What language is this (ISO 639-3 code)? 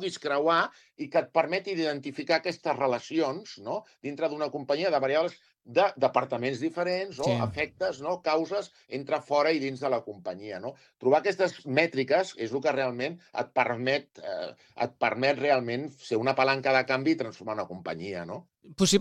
cat